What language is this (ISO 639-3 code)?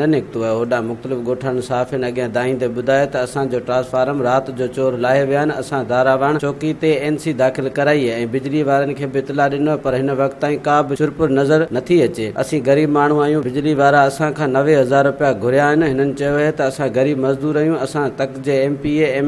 snd